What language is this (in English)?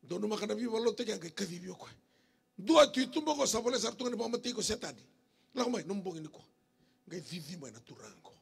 Fijian